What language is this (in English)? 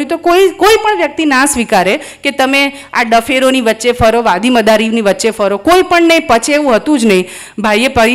Gujarati